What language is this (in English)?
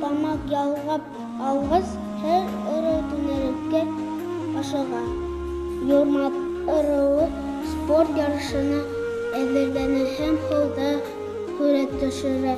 Bashkir